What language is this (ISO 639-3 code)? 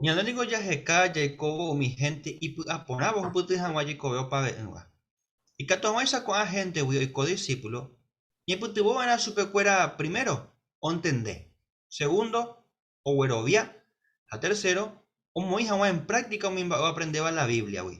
grn